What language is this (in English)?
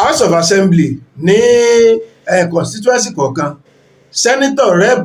Yoruba